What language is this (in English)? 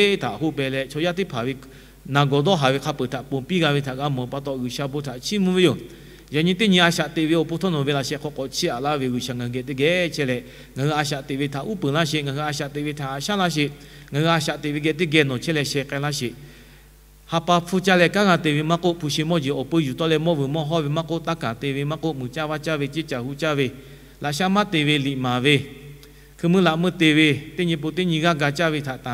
Lahu